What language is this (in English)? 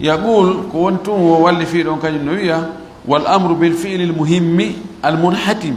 Fula